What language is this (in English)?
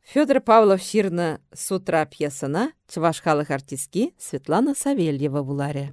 Chuvash